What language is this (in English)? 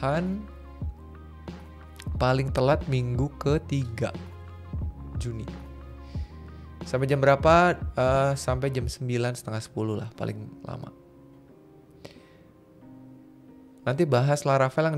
Indonesian